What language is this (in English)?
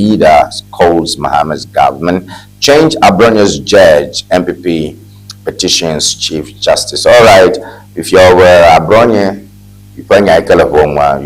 Ewe